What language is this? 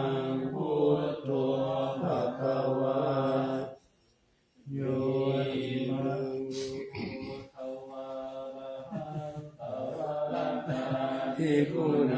Pali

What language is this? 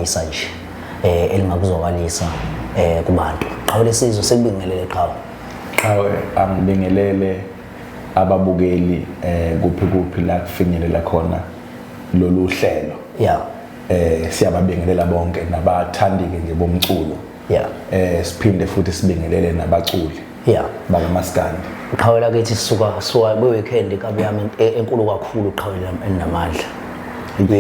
Zulu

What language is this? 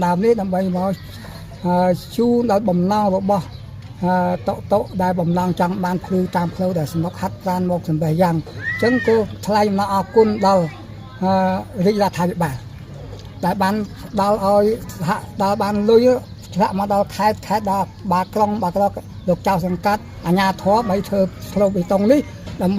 Khmer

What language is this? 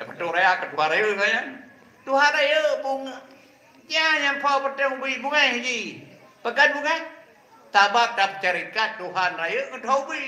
Achinese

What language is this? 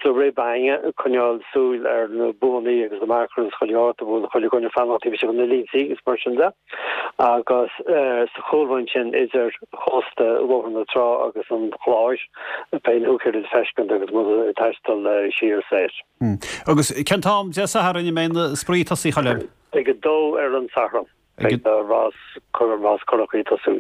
Irish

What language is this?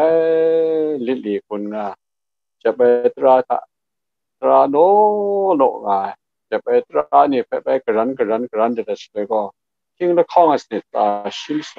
Kachin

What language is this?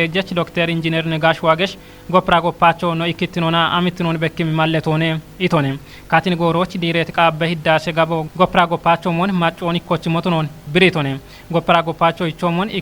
Kafa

